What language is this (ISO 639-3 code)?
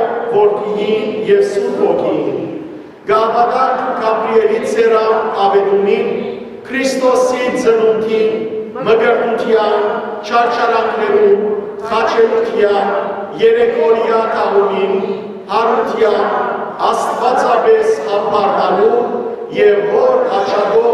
hyw